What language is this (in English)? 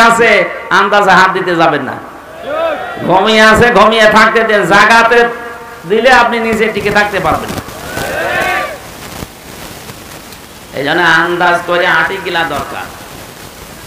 Bangla